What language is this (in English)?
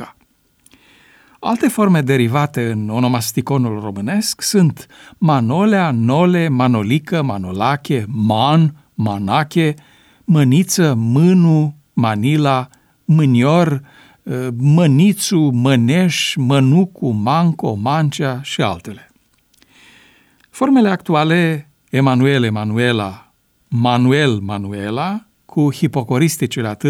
Romanian